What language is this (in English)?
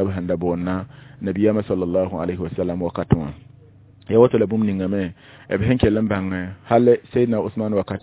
Mossi